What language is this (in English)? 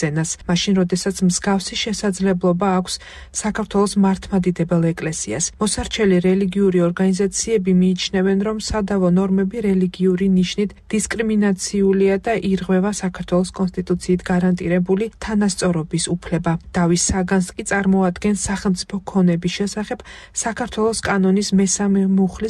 Georgian